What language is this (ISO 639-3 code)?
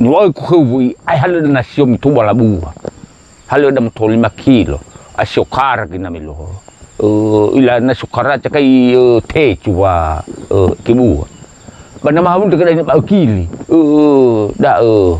nia